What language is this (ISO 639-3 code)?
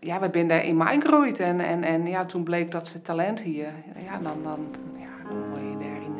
fry